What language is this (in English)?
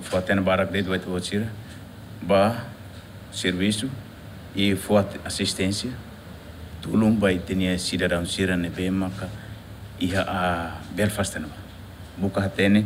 Tetum